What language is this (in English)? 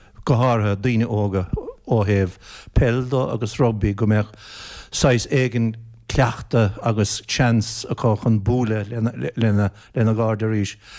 Irish